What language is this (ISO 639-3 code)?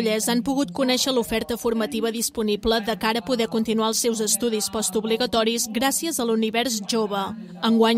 cat